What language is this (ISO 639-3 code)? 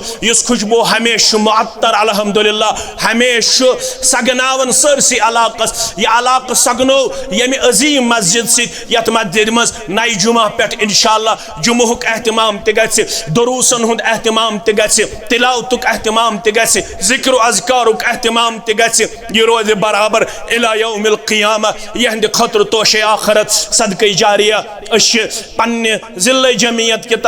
kas